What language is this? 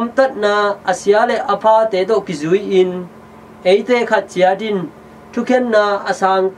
Tedim Chin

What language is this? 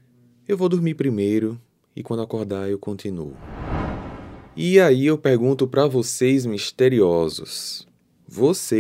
Portuguese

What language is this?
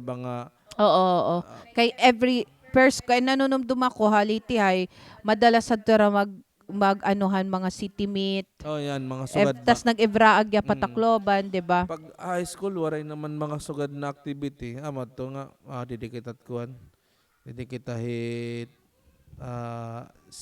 Waray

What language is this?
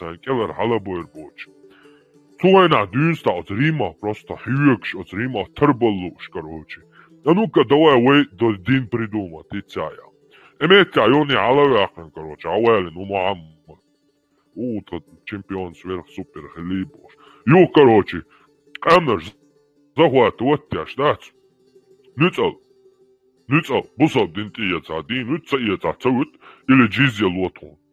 Chechen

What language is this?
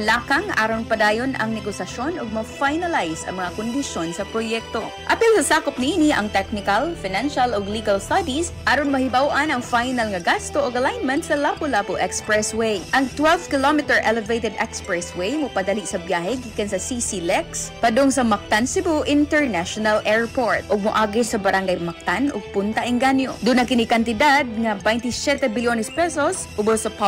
Cebuano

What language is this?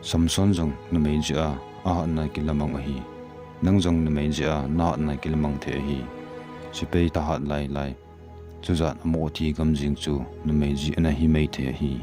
Thado Chin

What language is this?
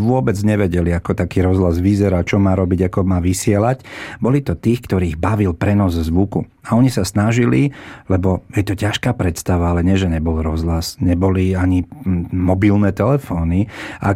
Slovak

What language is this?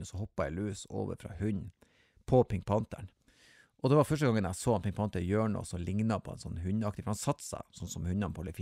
Norwegian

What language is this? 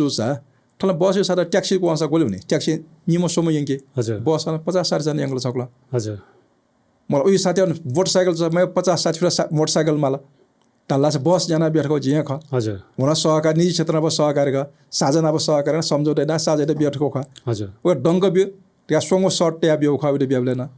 Newari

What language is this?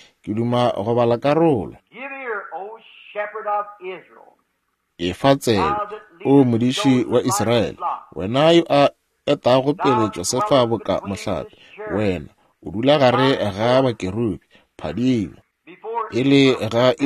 Northern Sotho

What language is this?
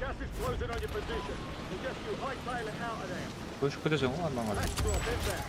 Kara-Kalpak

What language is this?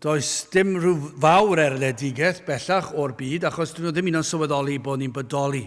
Welsh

